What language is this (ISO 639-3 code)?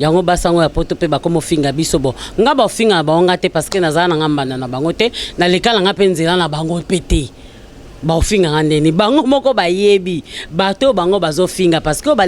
lin